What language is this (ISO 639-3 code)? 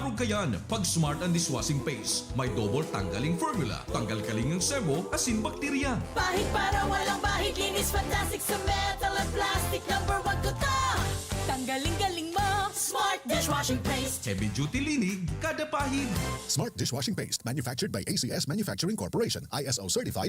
bik